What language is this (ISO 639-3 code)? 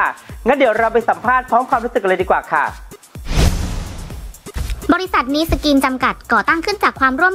tha